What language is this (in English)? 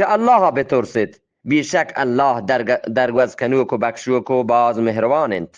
Eastern Balochi